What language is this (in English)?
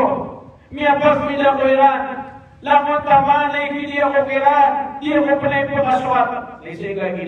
Maranao